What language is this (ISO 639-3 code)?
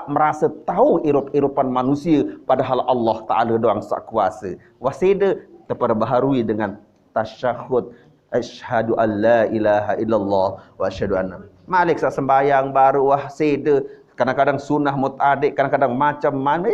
sas